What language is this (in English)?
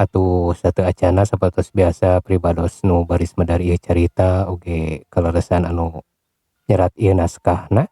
Sundanese